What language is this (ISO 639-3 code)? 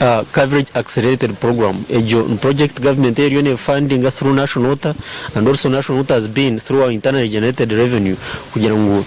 nyn